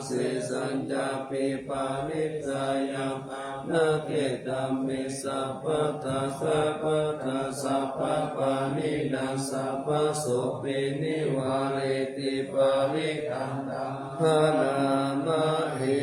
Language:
Pali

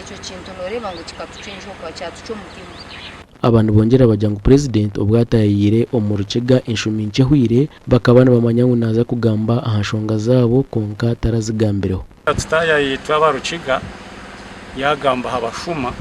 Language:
Nyankole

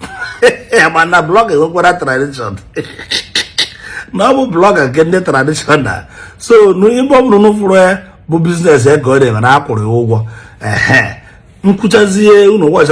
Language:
Igbo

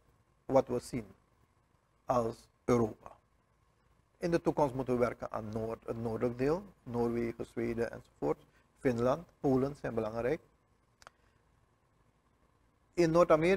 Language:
Dutch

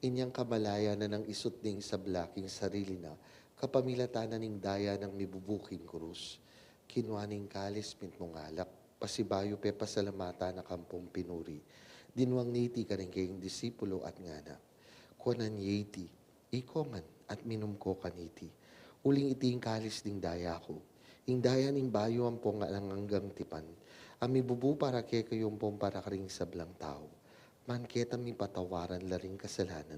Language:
Pampanga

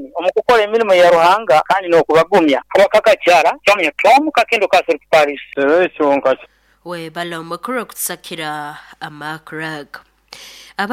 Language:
Nyoro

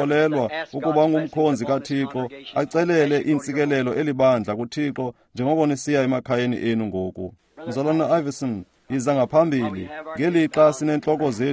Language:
Xhosa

